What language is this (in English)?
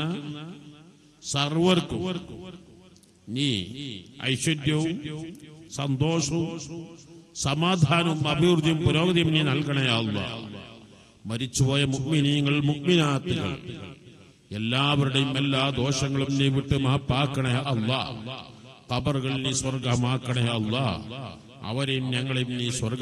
Malayalam